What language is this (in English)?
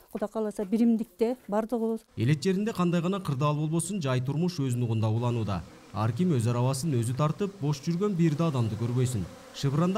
Kyrgyz